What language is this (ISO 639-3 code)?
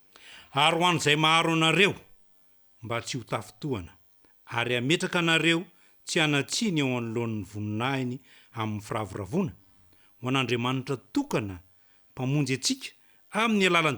mlg